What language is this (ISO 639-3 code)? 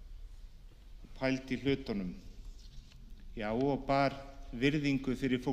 isl